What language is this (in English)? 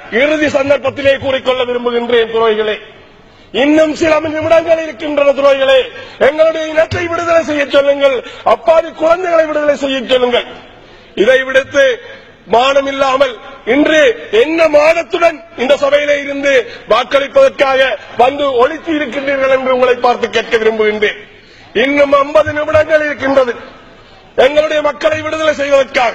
Tamil